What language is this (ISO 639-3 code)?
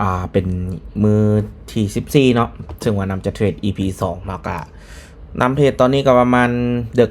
lao